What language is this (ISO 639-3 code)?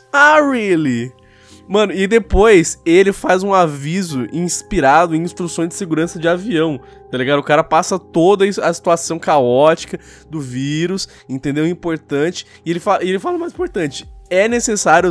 por